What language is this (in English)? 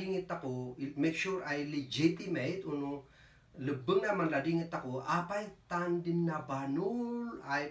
Kankanaey